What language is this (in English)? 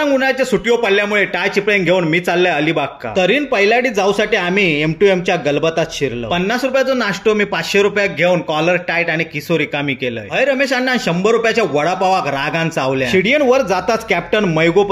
Konkani